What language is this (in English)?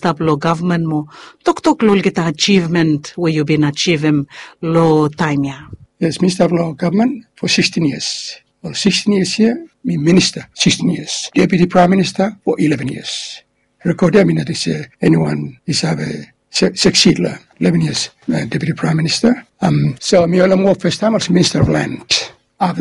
Bislama